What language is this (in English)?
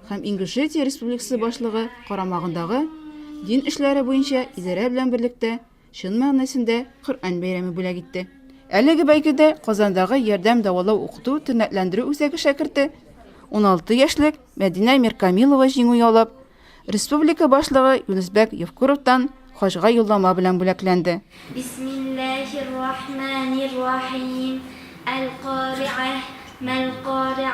Tatar